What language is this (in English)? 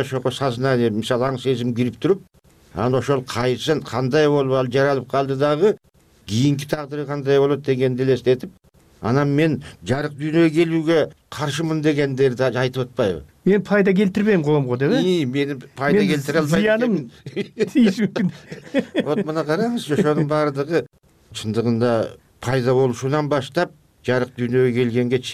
Kyrgyz